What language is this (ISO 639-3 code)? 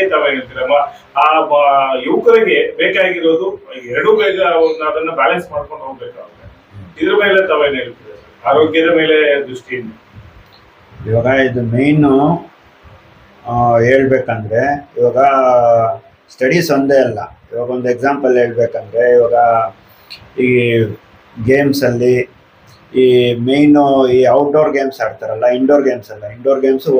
kan